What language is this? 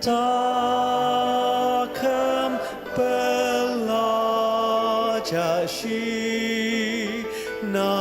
Ao Naga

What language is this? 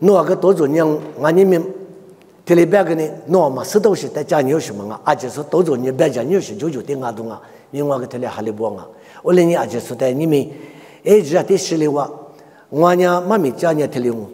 Lisu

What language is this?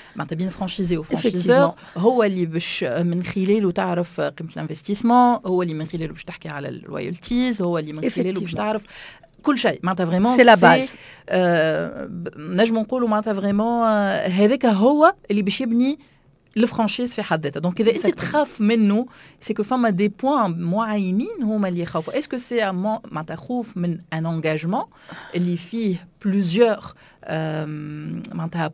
Tunisian Arabic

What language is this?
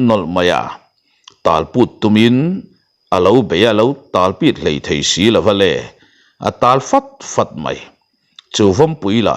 Mizo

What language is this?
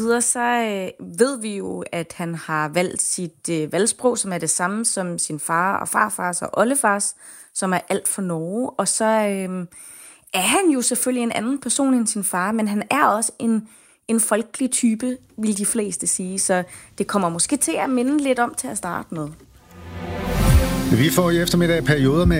Danish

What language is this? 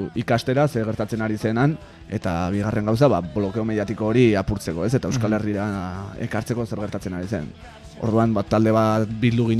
Basque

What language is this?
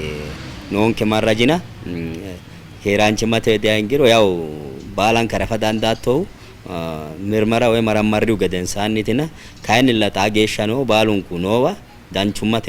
Sidamo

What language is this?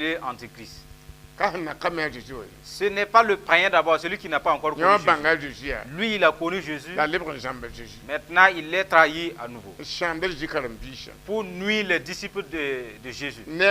Mossi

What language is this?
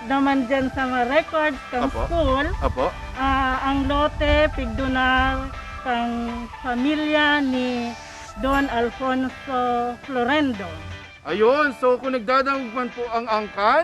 Bikol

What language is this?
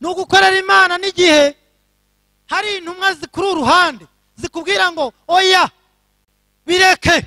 Kinyarwanda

